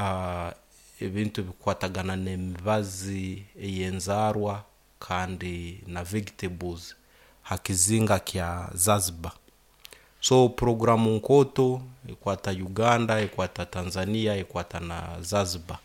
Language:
Nyoro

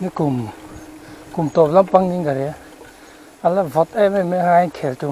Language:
Mizo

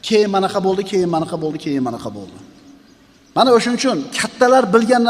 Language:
Uzbek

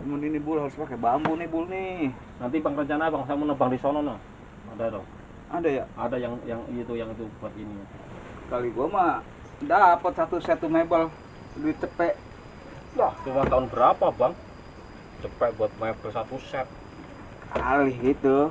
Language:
Betawi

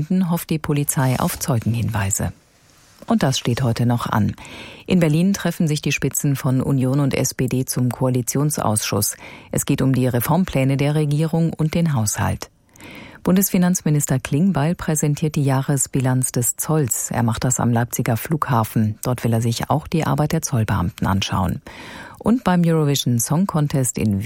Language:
German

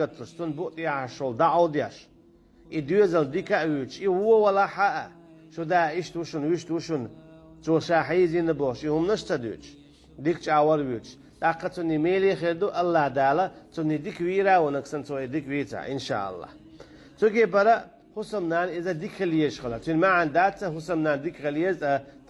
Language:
Chechen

